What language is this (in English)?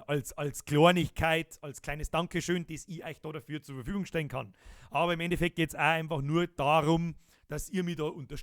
Bavarian